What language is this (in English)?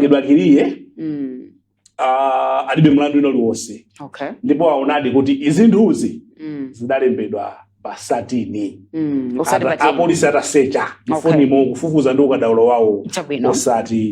Nyanja